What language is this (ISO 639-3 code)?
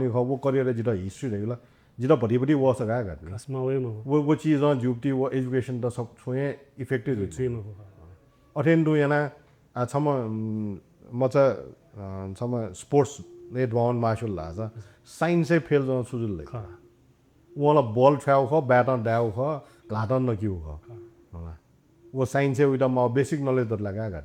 new